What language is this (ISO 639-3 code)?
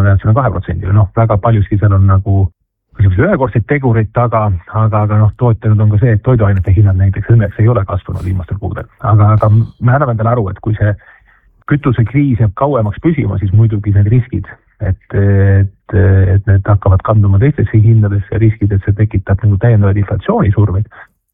est